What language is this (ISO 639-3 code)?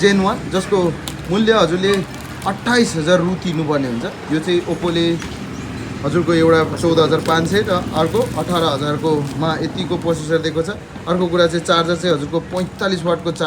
nep